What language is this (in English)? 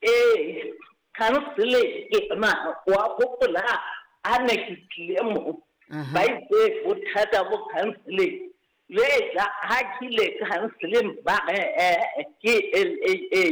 Southern Sotho